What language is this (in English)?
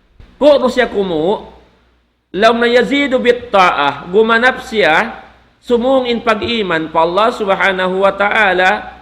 Tausug